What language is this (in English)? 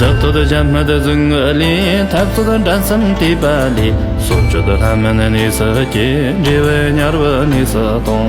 Tibetan